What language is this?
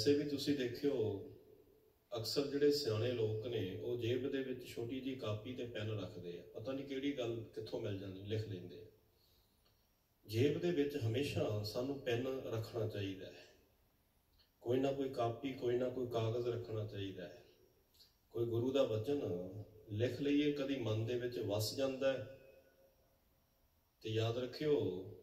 Punjabi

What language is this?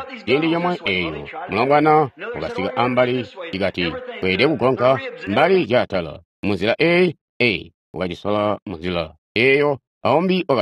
Tonga (Zambia)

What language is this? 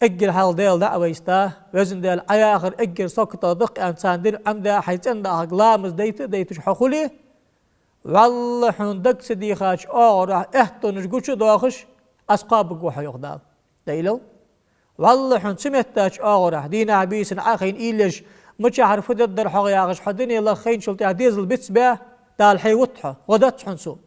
Ingush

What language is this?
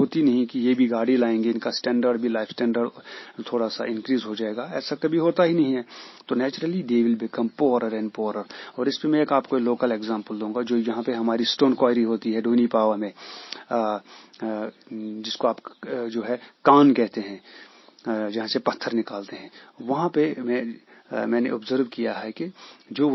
Hindi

